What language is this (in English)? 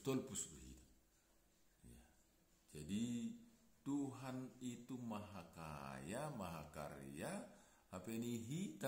Batak Simalungun